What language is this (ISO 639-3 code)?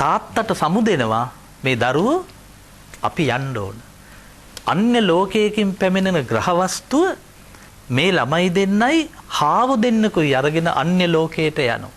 sin